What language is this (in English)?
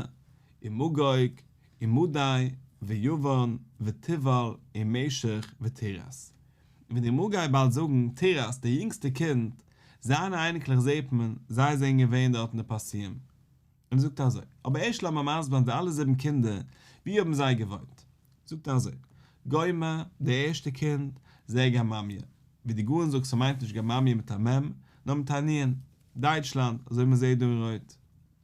Yiddish